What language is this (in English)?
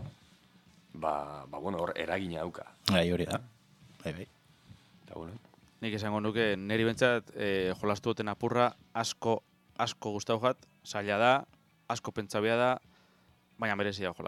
Basque